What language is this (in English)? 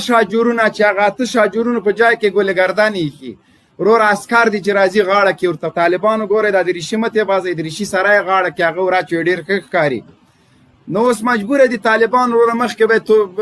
Pashto